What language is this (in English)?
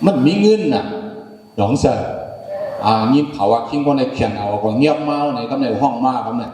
Shan